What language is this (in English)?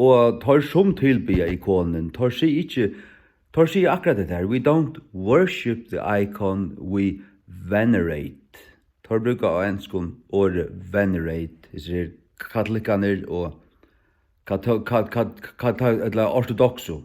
Faroese